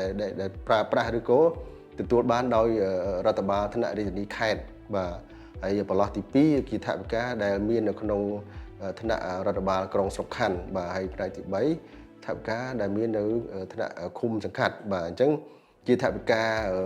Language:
Khmer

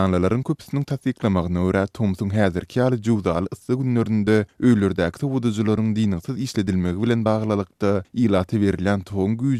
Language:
Turkmen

